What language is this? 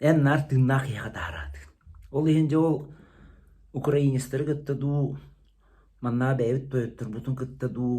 Yakut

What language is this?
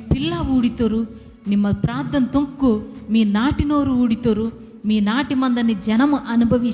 Koya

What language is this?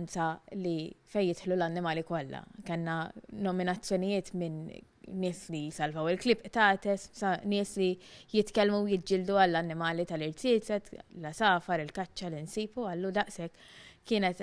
Maltese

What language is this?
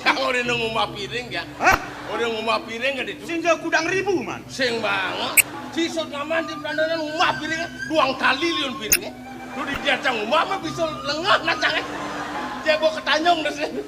Balinese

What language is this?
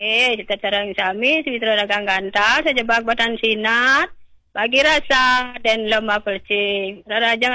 Balinese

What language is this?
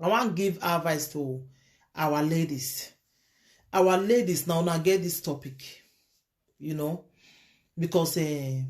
Nigerian Pidgin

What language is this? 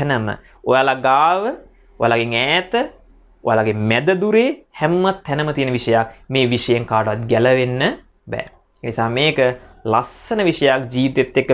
Sinhala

